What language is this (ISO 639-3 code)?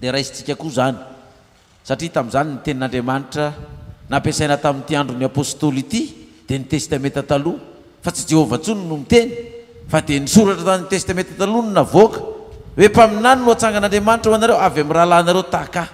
mlg